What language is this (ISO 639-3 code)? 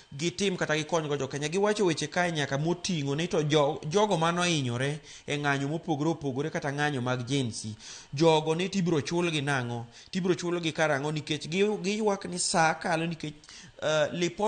luo